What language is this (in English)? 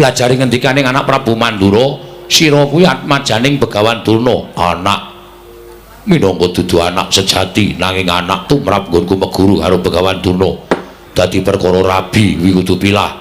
Javanese